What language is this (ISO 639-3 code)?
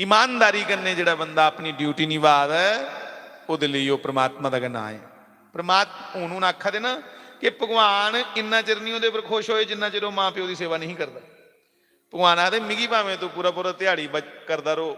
doi